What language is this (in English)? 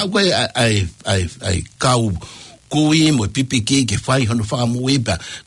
Tongan